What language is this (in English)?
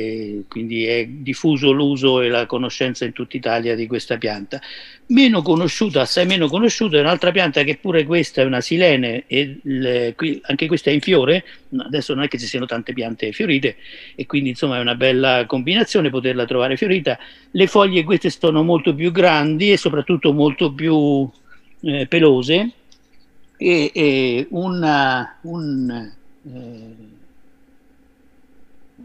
Italian